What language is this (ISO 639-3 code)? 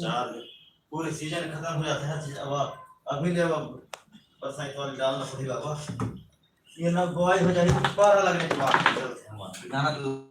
hne